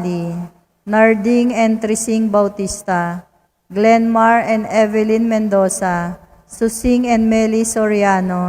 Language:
Pampanga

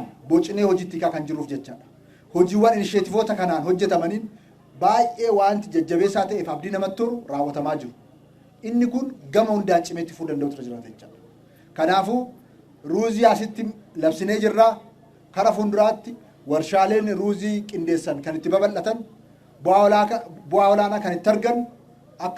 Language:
Oromo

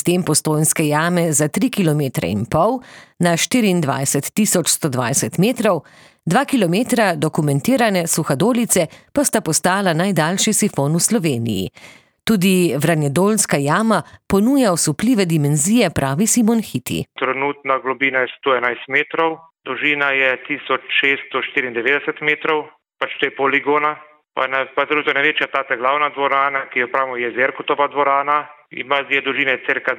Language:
Slovenian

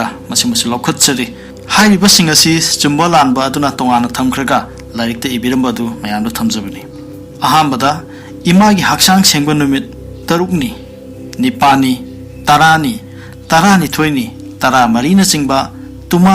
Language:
Manipuri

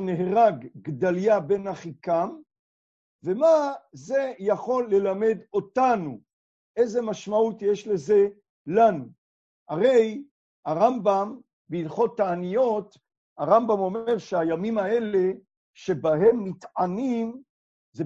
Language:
Hebrew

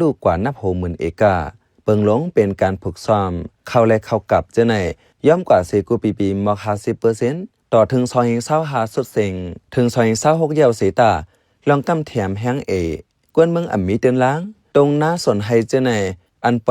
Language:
Shan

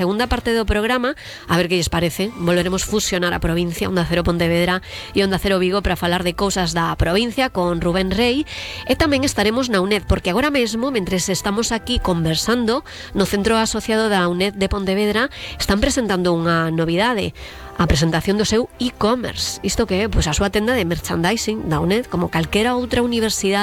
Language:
Galician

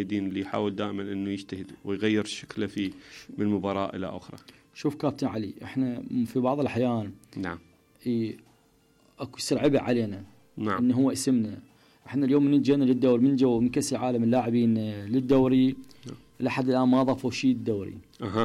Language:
Mesopotamian Arabic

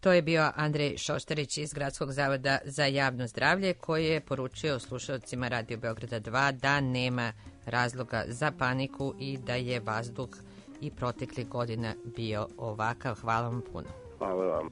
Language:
Serbian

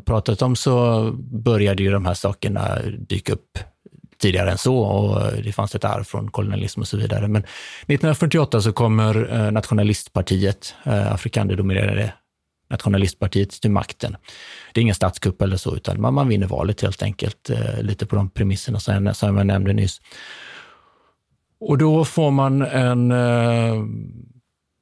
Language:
Swedish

